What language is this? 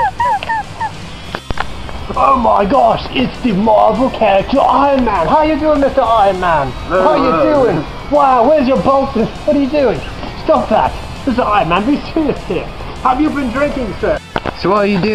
English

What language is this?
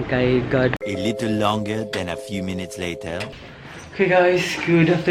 Cebuano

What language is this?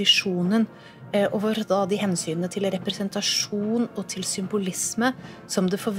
Norwegian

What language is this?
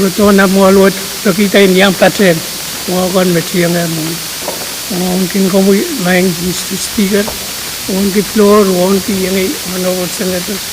Pohnpeian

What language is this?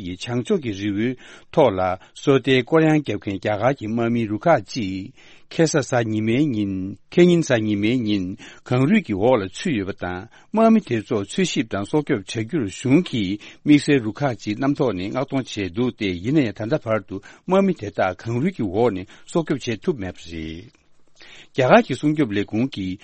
Tibetan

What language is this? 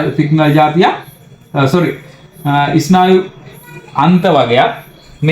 Sinhala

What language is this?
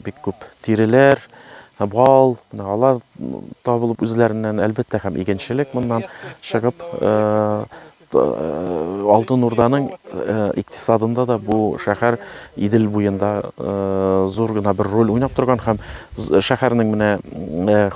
Tatar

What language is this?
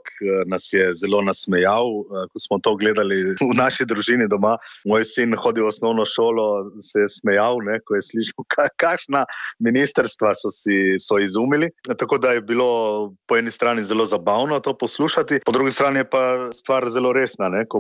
Slovenian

